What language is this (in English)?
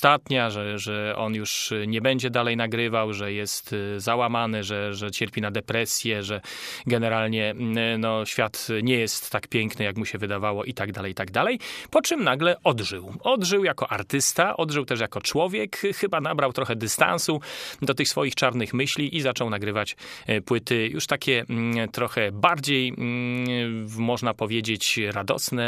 Polish